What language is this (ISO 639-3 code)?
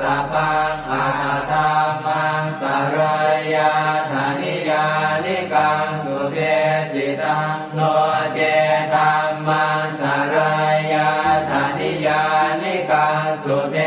pli